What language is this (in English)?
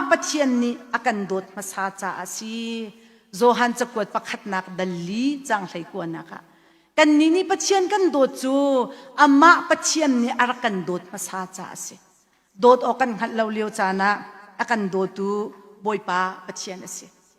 Hakha Chin